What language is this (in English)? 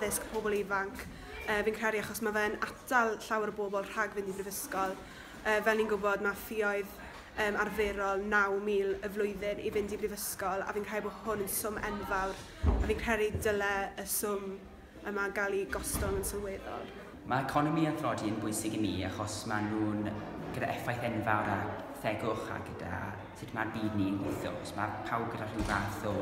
Welsh